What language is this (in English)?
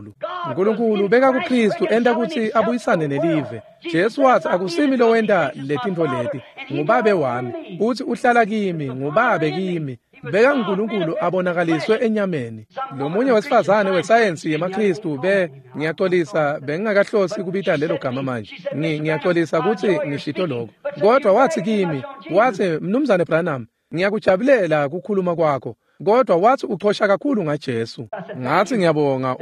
Swati